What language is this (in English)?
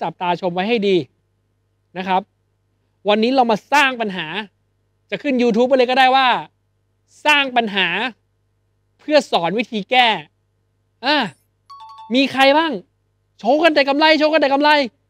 Thai